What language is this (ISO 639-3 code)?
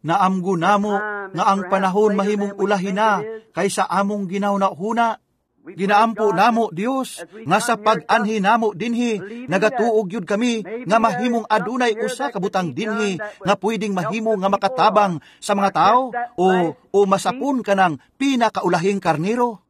ceb